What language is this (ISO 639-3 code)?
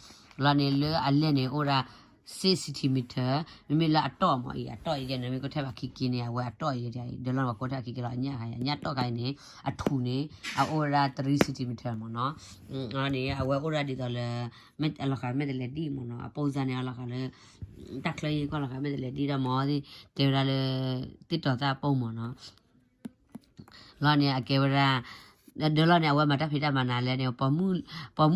ksw